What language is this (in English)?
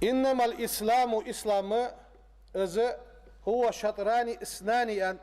Ingush